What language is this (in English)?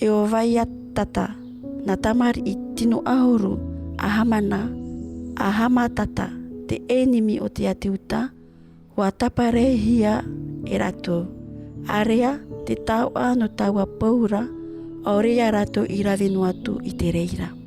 Tahitian